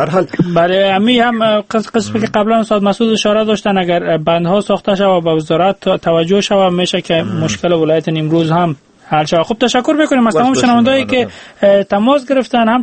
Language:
Persian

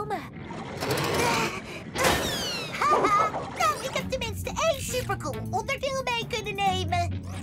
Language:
Dutch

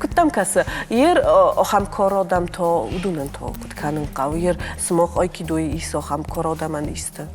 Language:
Ossetic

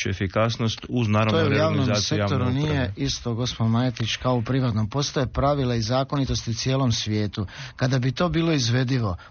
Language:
Croatian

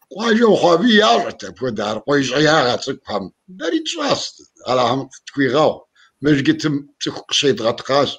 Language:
Kabardian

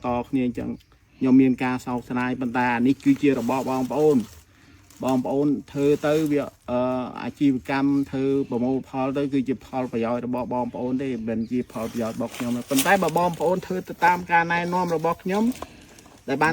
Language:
Khmer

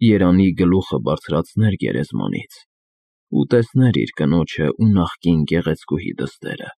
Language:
Armenian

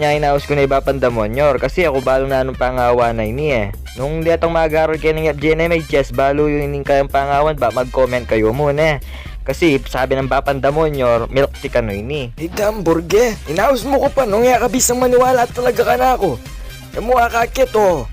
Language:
Pampanga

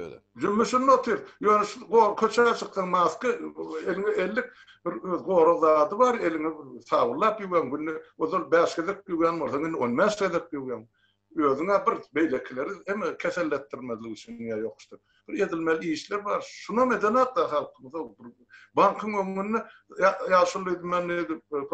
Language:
Turkmen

